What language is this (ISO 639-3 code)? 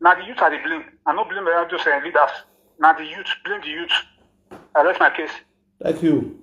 pcm